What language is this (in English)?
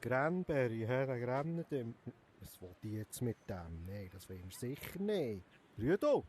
Swiss German